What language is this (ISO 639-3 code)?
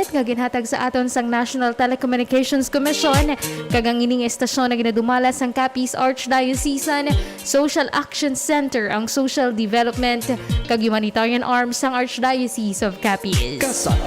hil